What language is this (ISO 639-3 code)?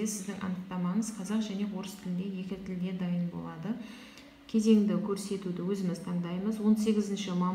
kaz